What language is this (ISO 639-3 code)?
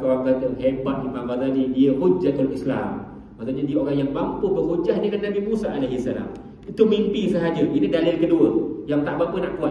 msa